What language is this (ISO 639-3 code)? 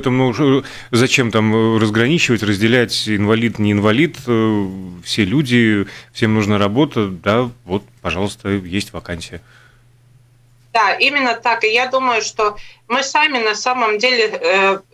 rus